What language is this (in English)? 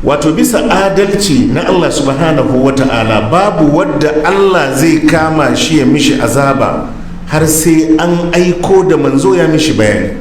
Hausa